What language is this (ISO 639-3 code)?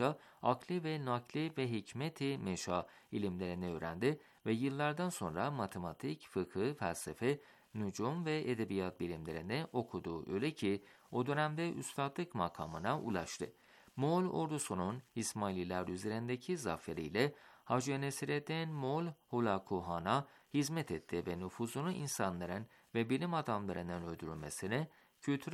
tur